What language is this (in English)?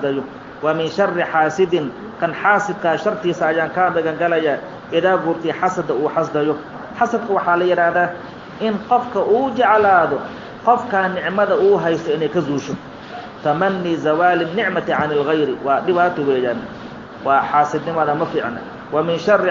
Somali